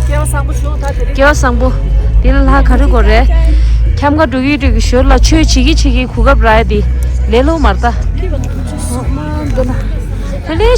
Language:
Tibetan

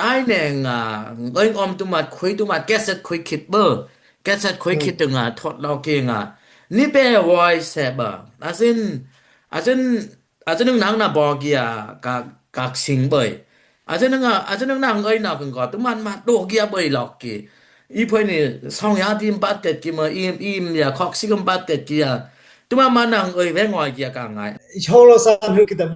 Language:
Dimasa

